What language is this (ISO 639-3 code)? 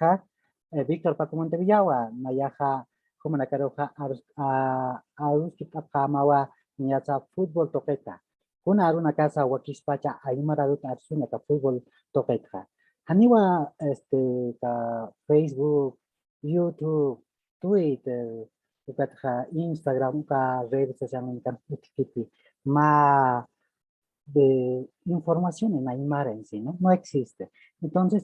aym